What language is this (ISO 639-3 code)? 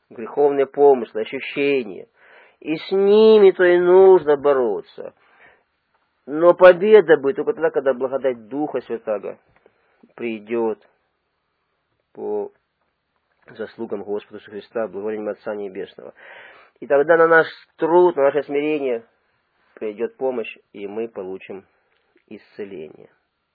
rus